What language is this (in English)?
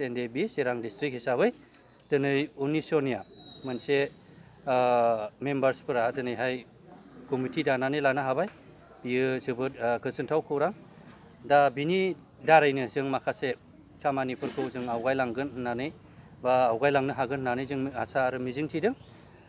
Bodo